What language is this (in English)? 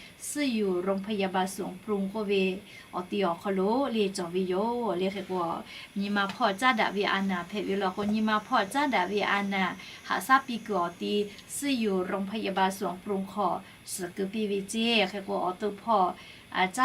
Lahu